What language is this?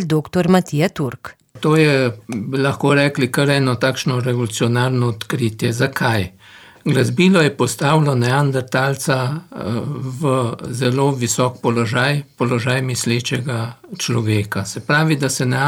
Slovenian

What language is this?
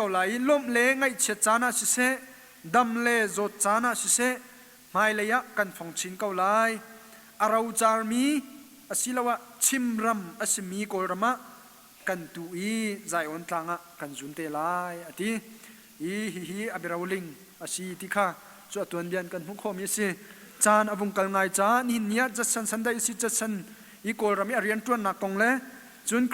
Hakha Chin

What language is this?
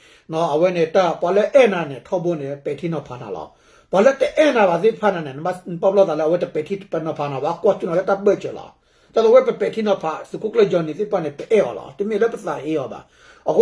S'gaw Karen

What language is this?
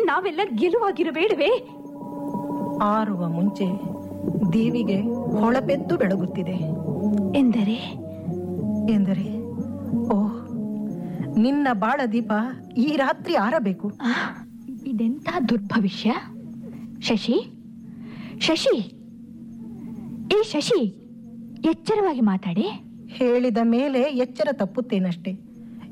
Kannada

